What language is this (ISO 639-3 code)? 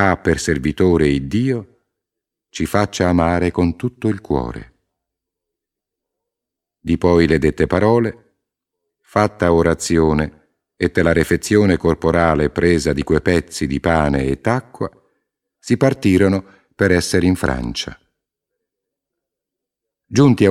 ita